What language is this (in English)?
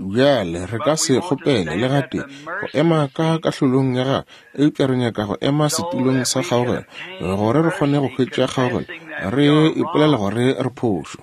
Northern Sotho